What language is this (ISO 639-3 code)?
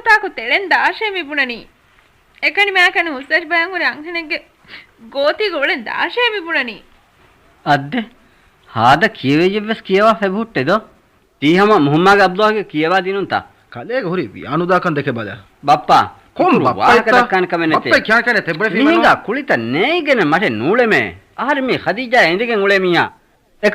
div